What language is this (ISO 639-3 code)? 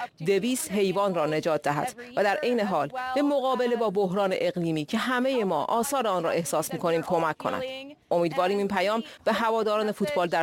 fas